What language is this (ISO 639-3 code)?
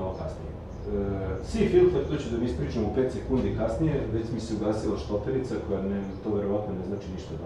srp